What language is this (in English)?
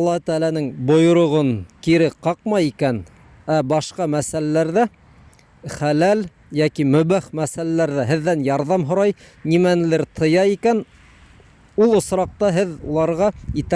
Bashkir